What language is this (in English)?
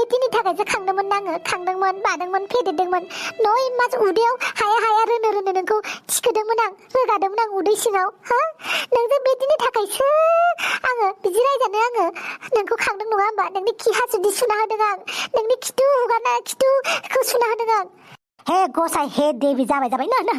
Bodo